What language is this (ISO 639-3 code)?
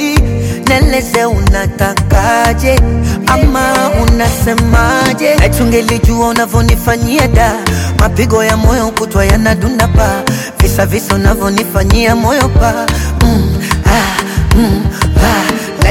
swa